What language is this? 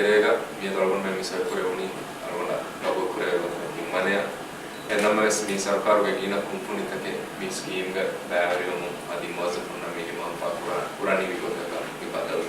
Divehi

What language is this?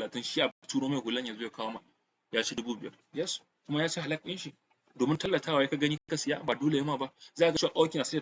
Hausa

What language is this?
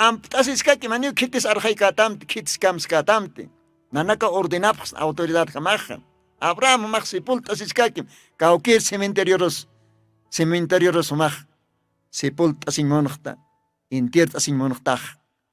Aymara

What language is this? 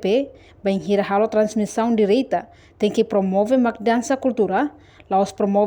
Tetum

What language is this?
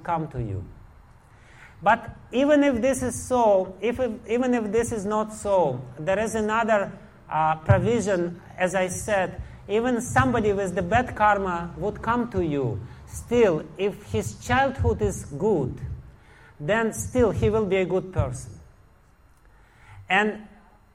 English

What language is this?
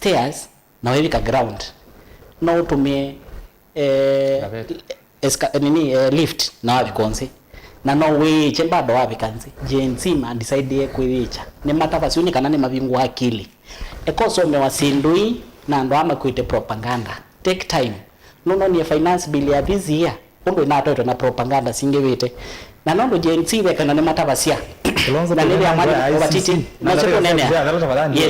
Kamba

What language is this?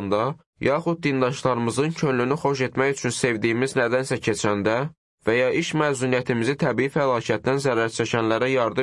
Azerbaijani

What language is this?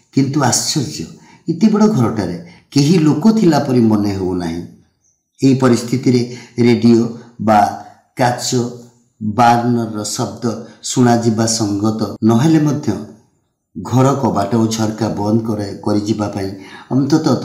Odia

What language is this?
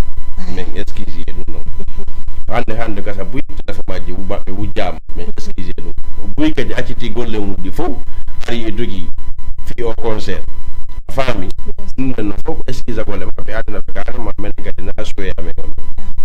Fula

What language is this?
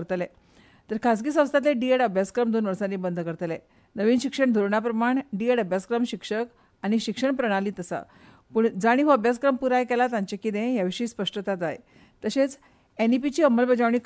Konkani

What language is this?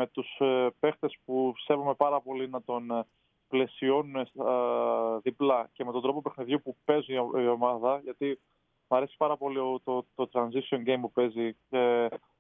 Greek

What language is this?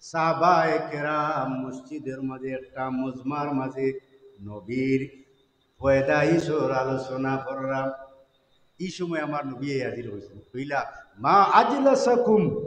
Sylheti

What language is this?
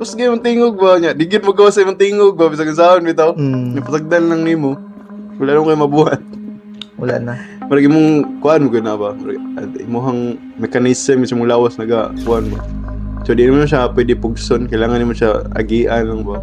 Cebuano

